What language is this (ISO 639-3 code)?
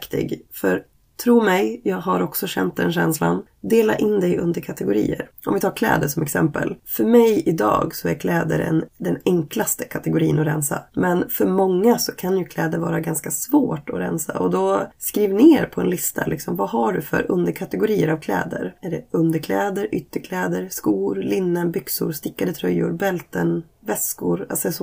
swe